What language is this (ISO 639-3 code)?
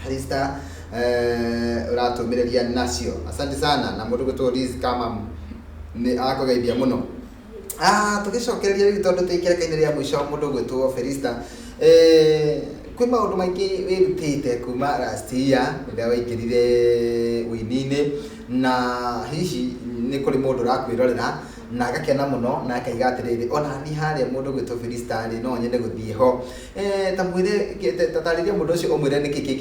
kik